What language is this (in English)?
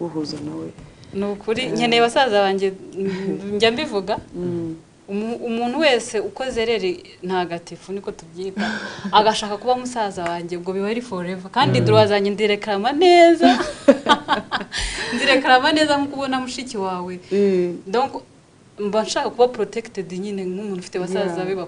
Kinyarwanda